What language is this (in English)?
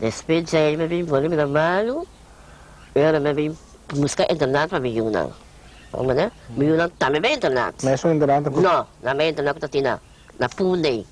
Papiamento